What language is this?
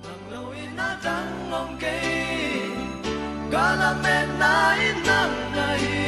Paite Chin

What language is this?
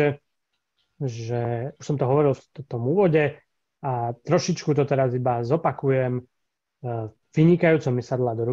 Slovak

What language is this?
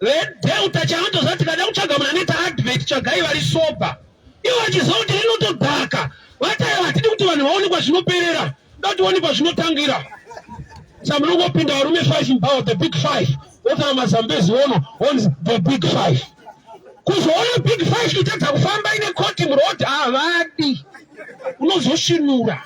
Shona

